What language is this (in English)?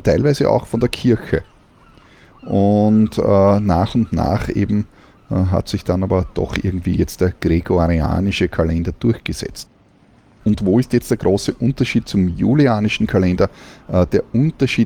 German